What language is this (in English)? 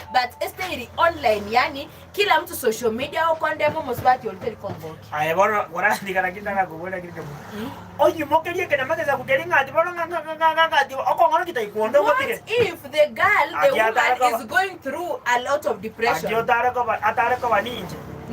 Gusii